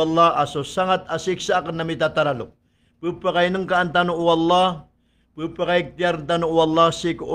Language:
Maranao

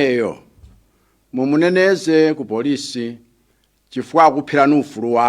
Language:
Nyanja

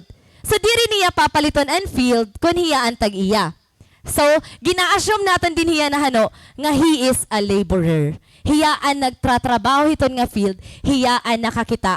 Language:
Waray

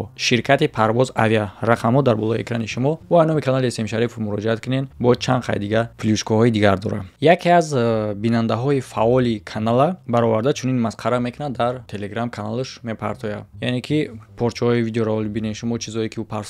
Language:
Tajik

